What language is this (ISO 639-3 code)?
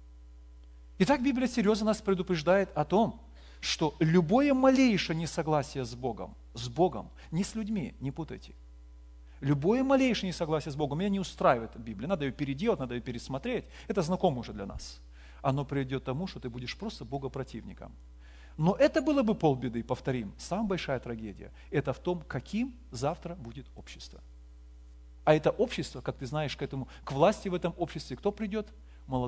rus